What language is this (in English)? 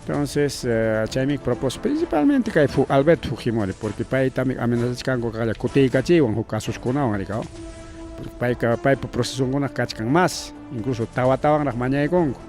Ayacucho Quechua